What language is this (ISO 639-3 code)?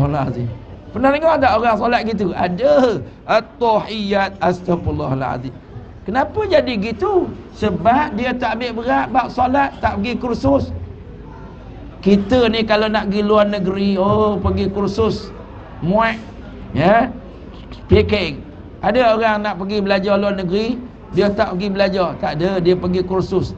msa